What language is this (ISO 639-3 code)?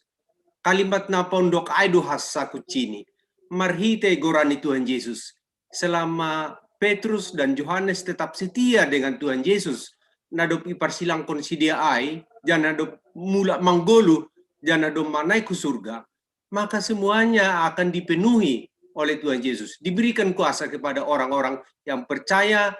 bts